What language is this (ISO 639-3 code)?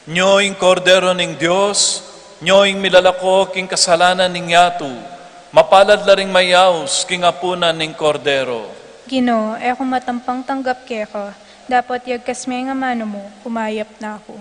pam